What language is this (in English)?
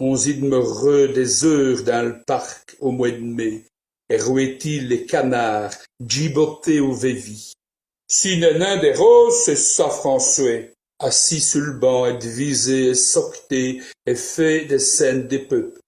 Walloon